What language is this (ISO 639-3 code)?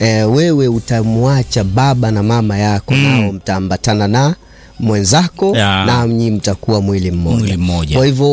swa